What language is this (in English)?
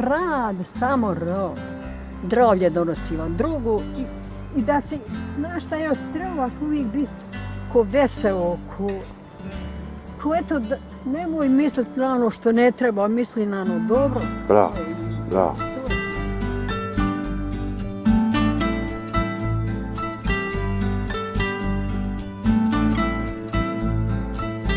Bosnian